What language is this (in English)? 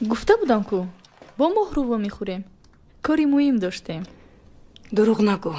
Tajik